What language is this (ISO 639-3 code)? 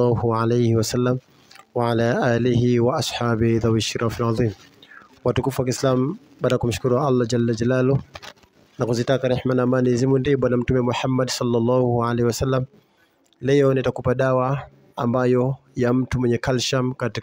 swa